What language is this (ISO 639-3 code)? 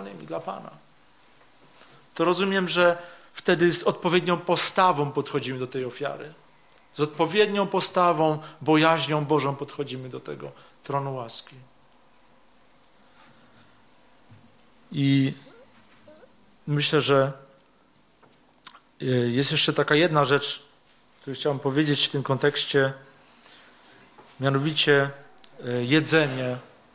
pol